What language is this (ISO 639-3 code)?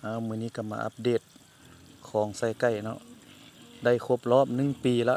lao